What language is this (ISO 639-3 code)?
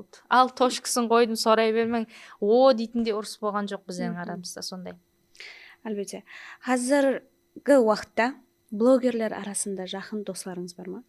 kaa